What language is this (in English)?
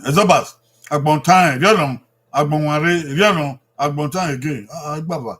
Bini